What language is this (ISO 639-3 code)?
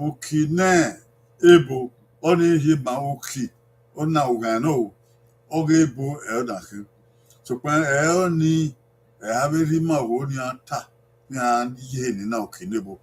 bin